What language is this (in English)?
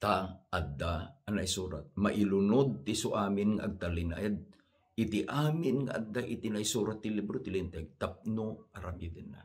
Iloko